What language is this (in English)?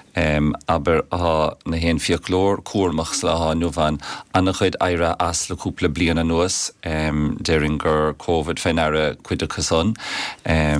Irish